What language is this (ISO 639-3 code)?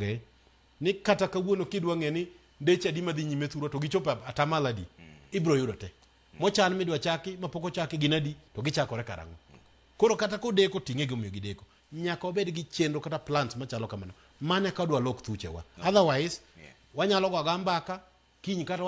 luo